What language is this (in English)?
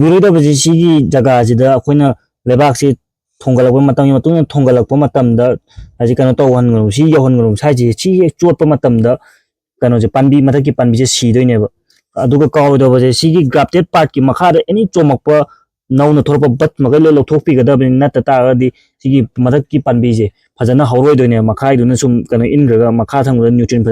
Manipuri